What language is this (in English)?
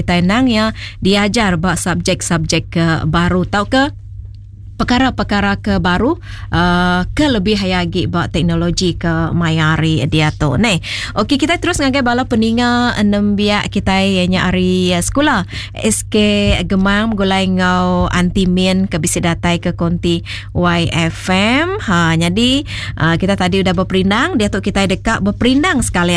Iban